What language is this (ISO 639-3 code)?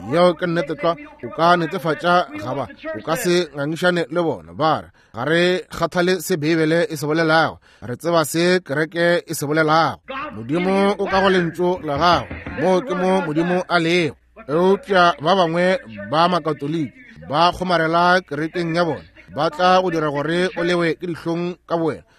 nso